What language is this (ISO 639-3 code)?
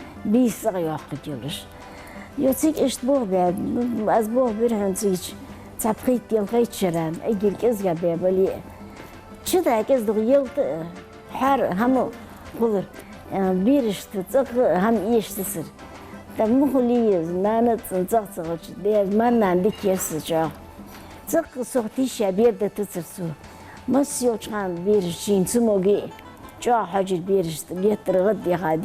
inh